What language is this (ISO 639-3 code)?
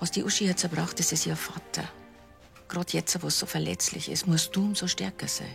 bar